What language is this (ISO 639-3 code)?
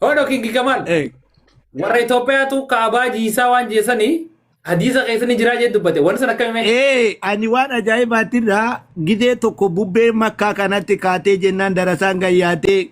orm